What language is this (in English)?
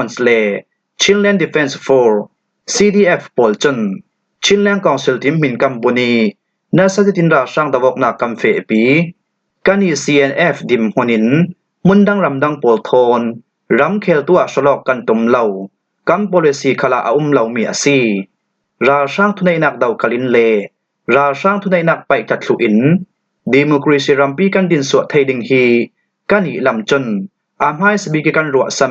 Falam Chin